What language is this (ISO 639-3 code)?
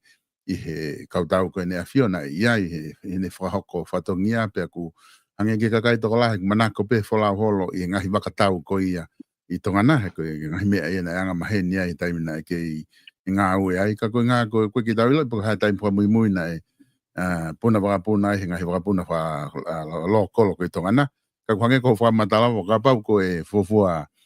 ton